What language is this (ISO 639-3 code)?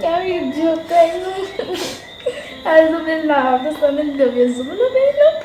jam